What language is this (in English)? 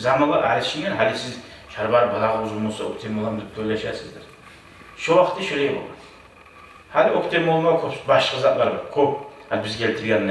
Kumyk